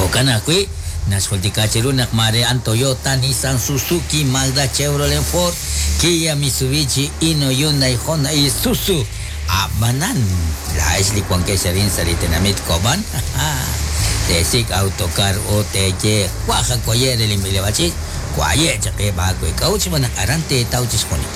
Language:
Kekchí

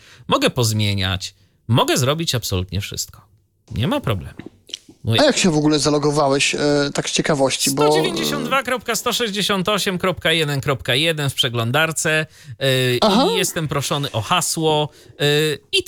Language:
Polish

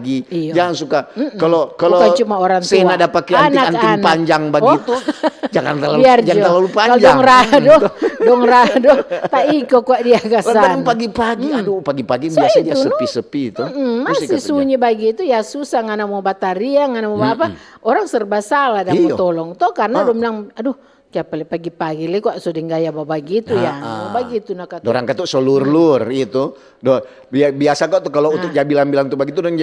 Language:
Manado Malay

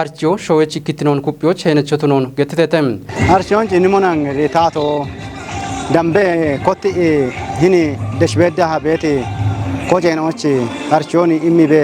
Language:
Kafa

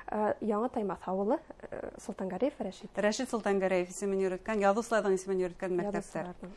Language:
Bashkir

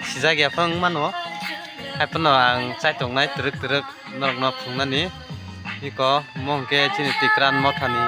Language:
Kok Borok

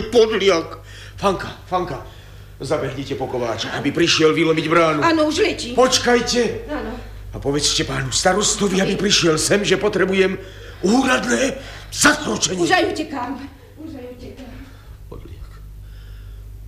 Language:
Slovak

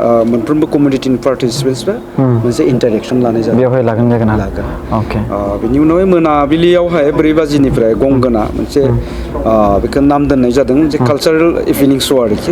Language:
Bodo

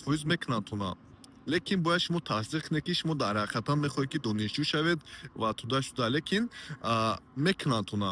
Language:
Tajik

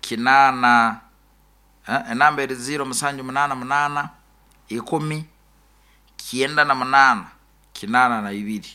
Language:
Nyoro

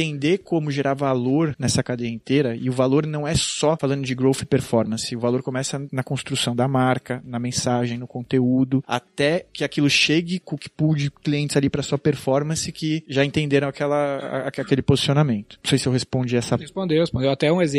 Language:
Portuguese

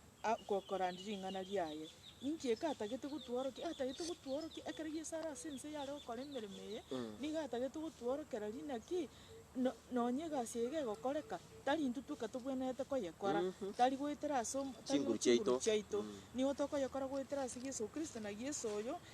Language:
Gusii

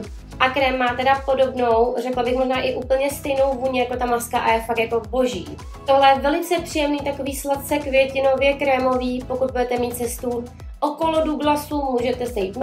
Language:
Czech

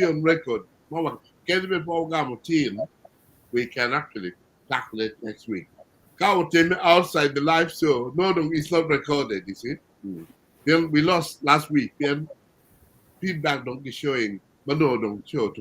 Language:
Acoli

